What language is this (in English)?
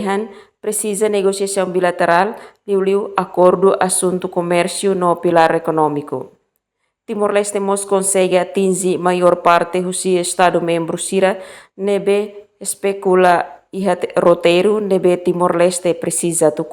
Tetum